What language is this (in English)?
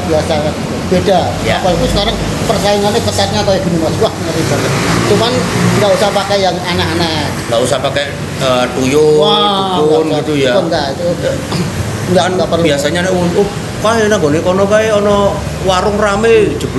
Indonesian